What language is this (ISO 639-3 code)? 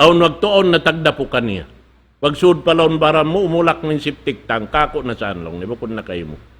tsg